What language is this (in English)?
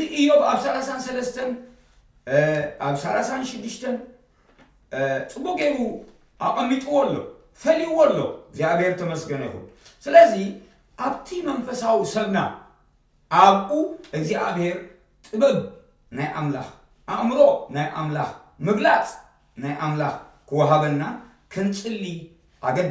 Tigrinya